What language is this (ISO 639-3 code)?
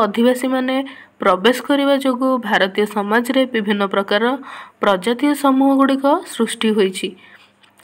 ori